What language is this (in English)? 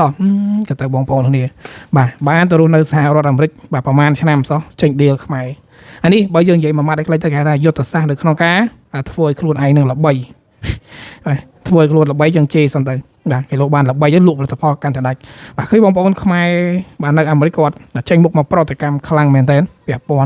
Khmer